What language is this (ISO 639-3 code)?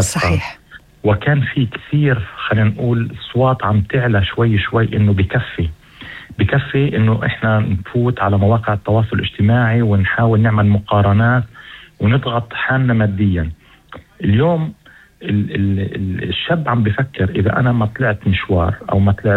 apc